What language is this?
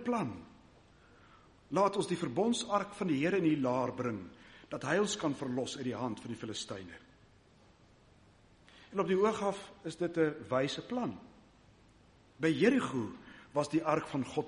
Afrikaans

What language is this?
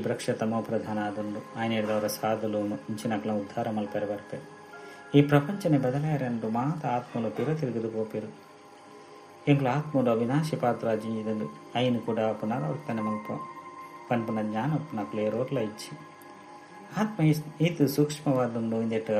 Tulu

